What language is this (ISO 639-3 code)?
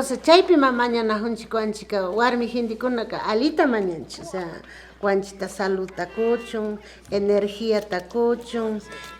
qvi